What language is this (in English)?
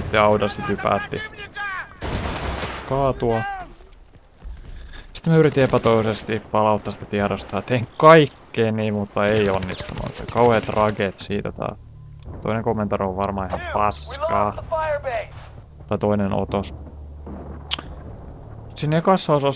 Finnish